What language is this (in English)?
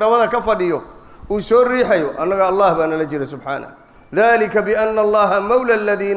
Somali